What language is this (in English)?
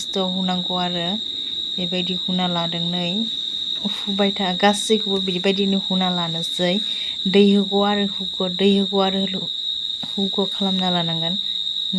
Bodo